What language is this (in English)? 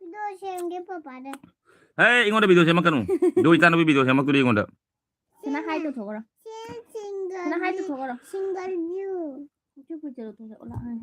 Manipuri